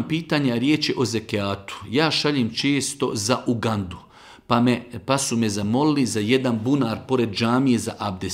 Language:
Bosnian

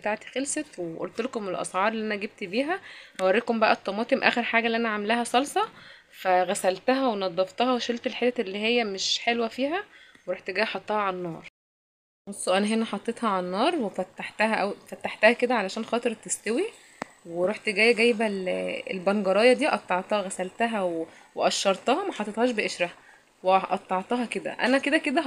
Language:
Egyptian Arabic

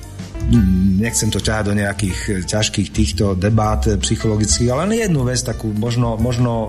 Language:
Slovak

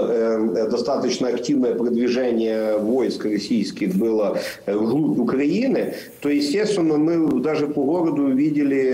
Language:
Russian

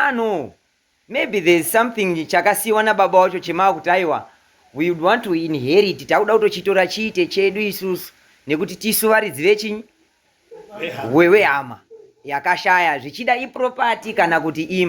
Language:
Shona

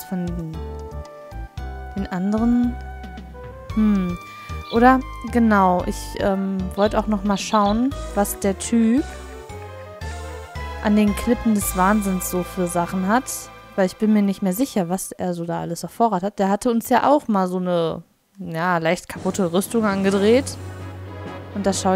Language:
German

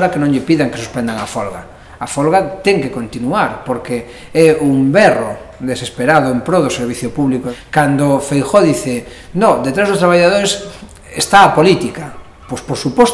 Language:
Galician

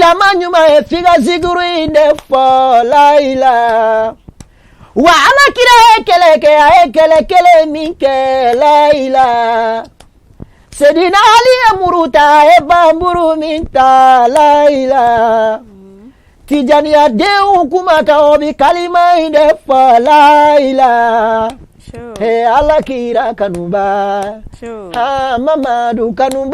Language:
Bambara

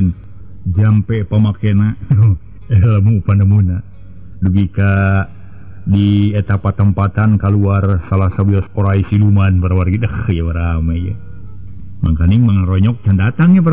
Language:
Sundanese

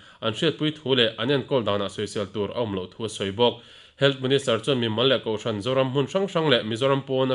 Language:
Mizo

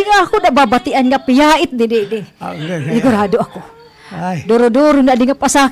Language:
Waray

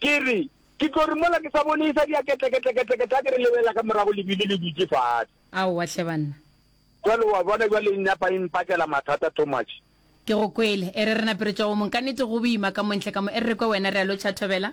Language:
Northern Sotho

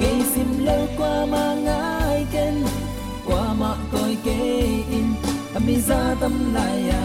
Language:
Tedim Chin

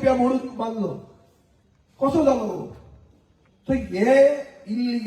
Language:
Konkani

